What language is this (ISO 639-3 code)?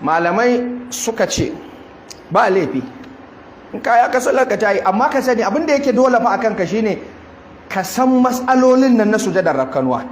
hau